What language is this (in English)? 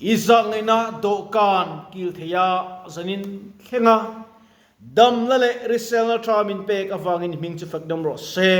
Mizo